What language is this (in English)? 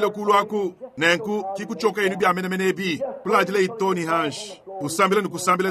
Luba-Lulua